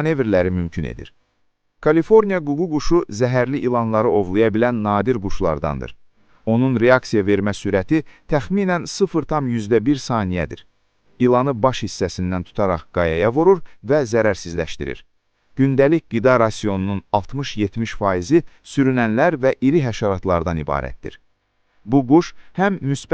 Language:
Azerbaijani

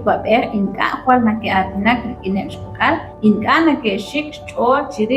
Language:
Kekchí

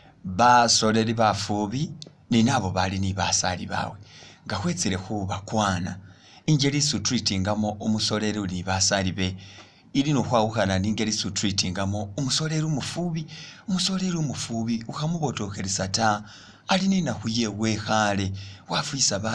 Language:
Masaaba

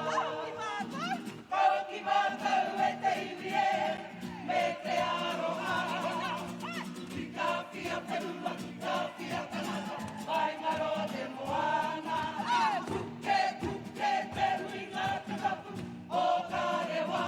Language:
Māori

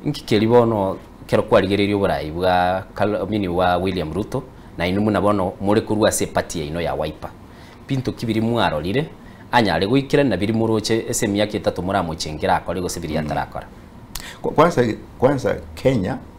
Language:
Gusii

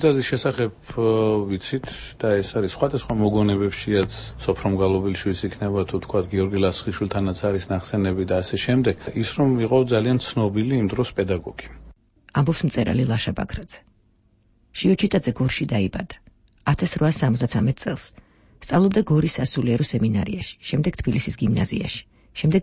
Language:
Georgian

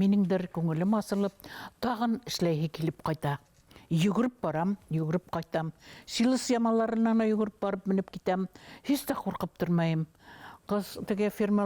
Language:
Bashkir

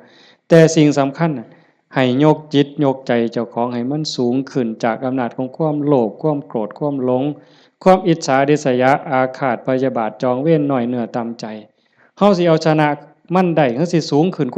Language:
Lao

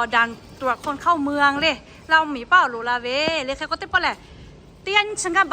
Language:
Lahu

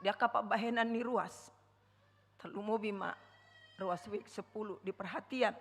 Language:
Batak Toba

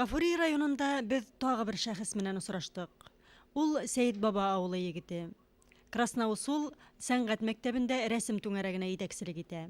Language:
Bashkir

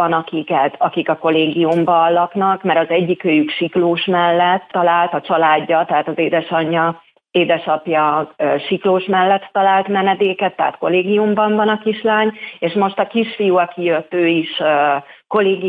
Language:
Hungarian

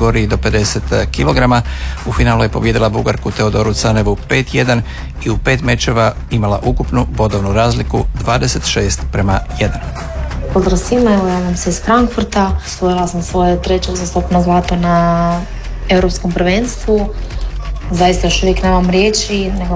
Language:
Croatian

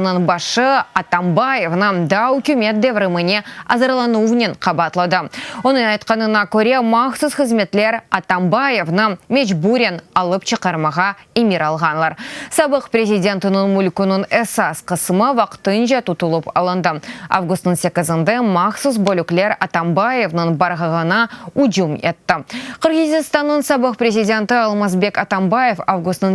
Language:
Crimean Tatar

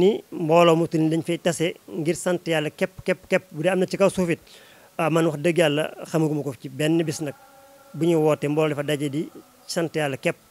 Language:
Wolof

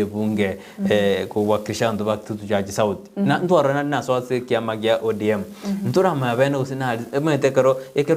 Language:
Gusii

